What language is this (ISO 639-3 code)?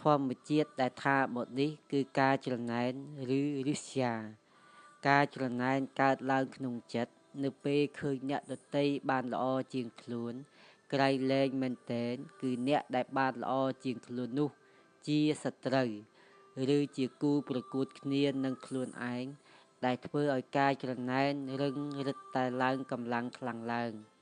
khm